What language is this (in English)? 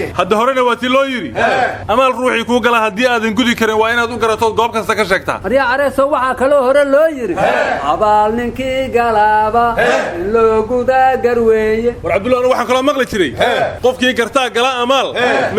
Somali